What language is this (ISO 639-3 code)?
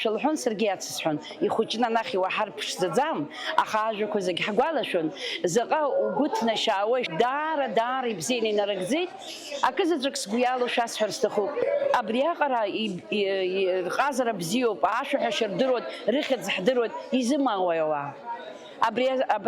abk